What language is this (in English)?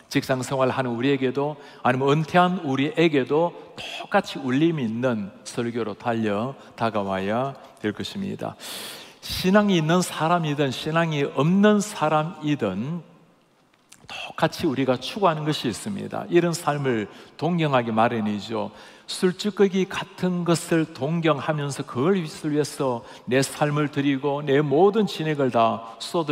Korean